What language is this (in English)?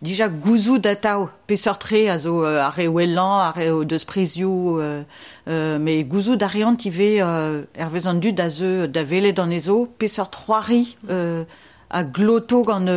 Breton